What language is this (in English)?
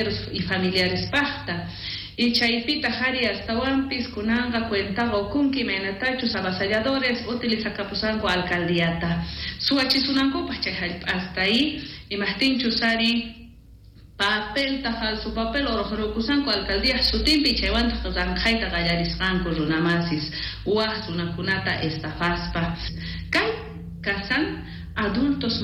South Bolivian Quechua